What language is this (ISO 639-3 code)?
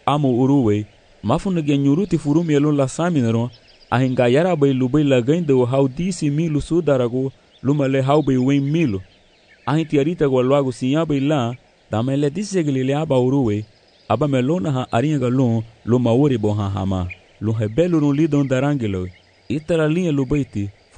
cab